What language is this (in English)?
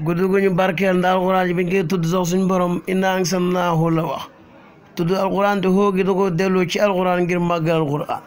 Wolof